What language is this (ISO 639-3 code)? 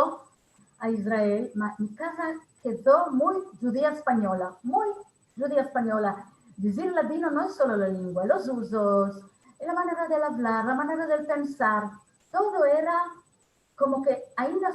lad